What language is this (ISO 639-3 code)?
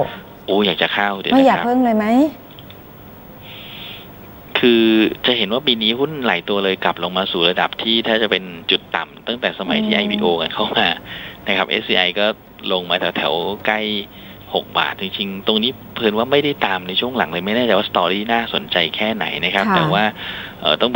tha